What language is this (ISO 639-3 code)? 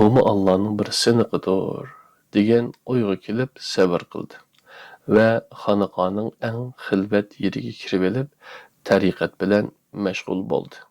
uig